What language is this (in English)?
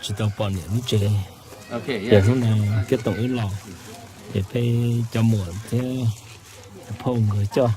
Hmong